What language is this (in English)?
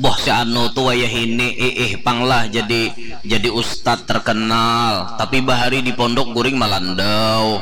Banjar